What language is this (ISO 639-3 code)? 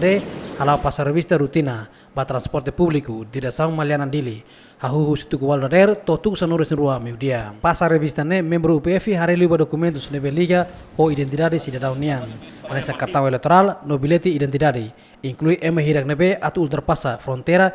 tet